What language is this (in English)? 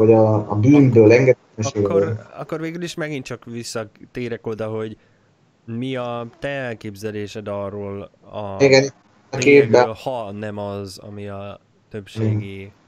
Hungarian